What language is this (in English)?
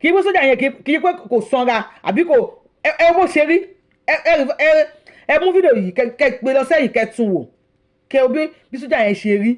Yoruba